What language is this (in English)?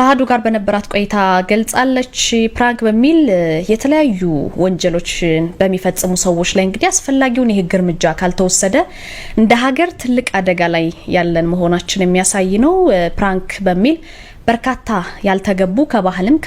Amharic